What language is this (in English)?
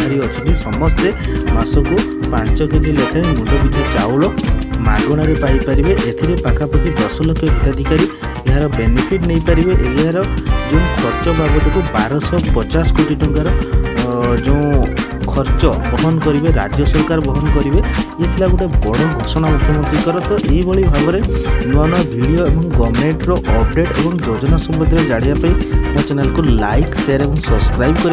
Odia